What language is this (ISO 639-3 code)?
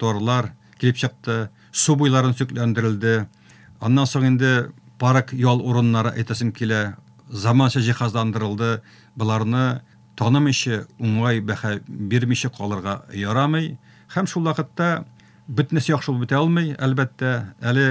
tat